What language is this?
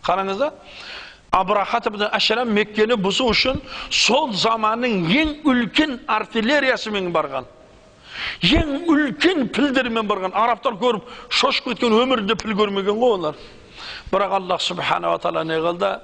Kazakh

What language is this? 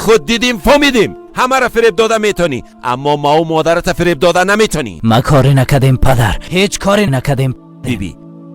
Persian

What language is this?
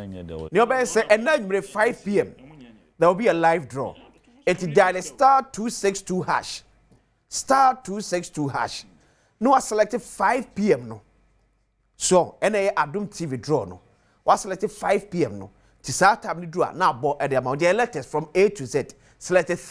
Akan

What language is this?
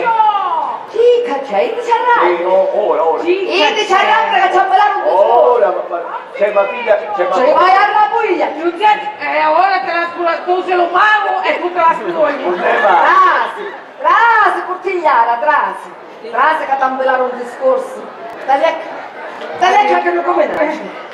Sicilian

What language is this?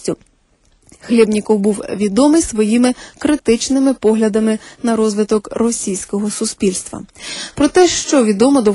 Ukrainian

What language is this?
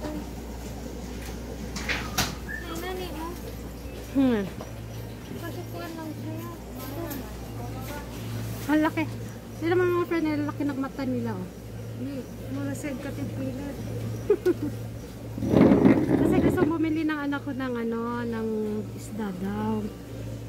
Filipino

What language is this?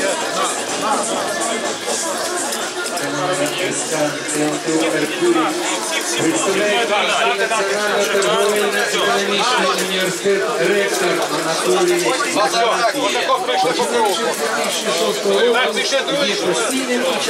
Ukrainian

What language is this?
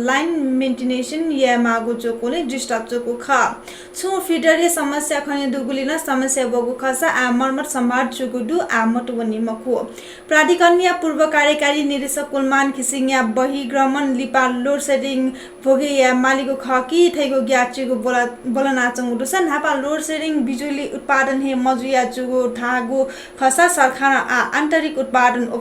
Newari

